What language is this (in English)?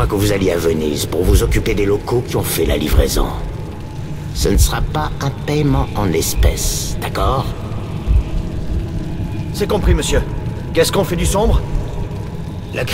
French